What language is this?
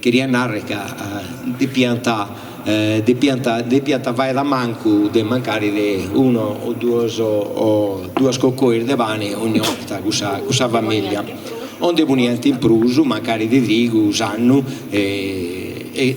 Sardinian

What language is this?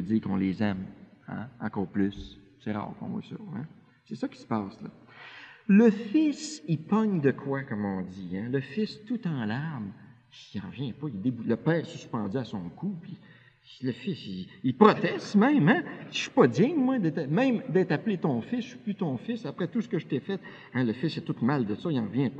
French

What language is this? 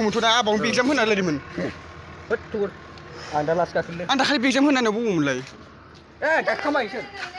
Bodo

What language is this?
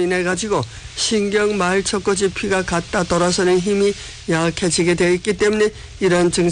Korean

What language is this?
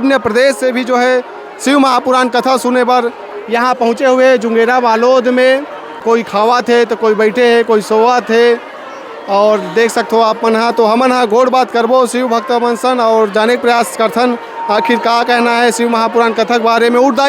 Chhattisgarhi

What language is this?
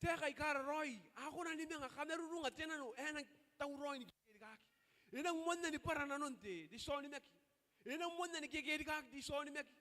Gilbertese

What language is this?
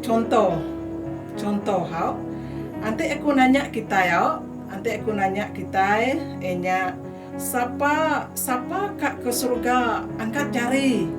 Iban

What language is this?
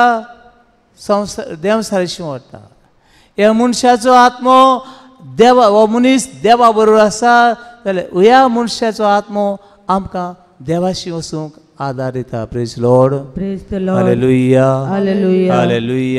Konkani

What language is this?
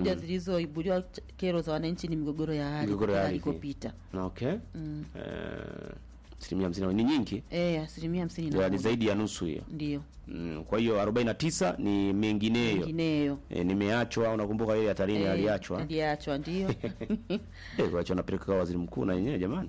Swahili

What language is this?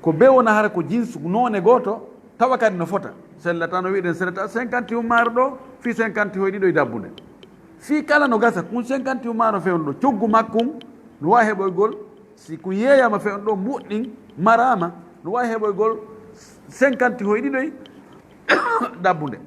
Fula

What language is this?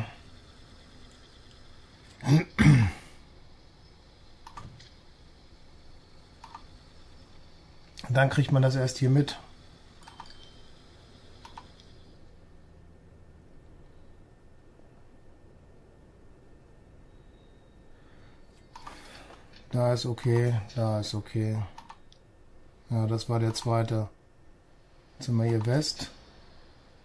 German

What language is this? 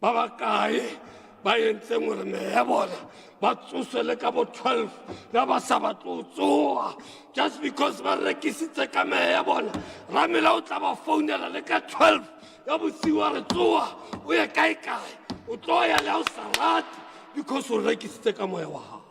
Southern Sotho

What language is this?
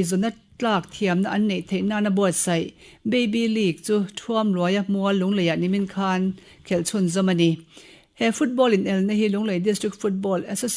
Mizo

